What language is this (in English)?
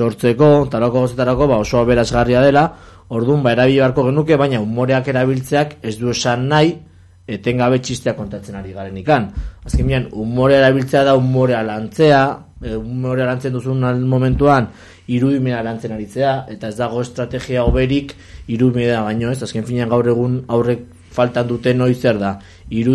Basque